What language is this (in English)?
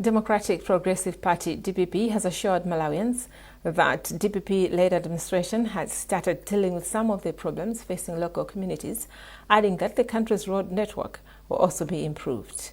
English